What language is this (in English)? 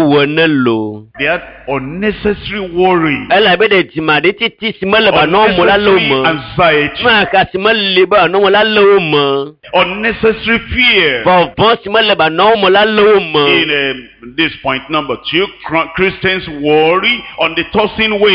Ewe